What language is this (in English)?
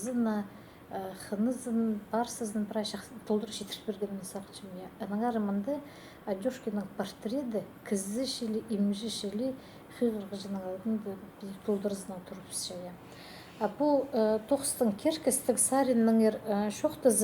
Khakas